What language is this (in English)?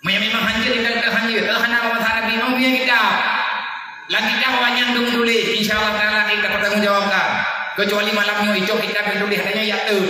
Achinese